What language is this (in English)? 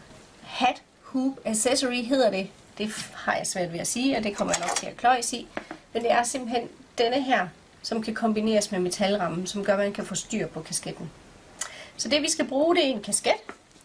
Danish